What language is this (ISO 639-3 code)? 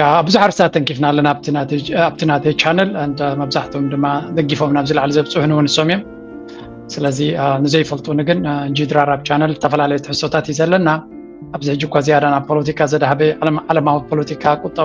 tir